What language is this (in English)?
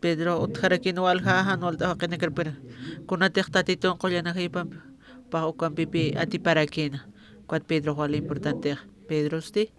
Aymara